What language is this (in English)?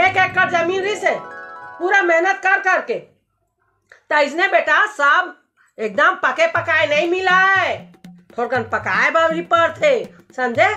Chhattisgarhi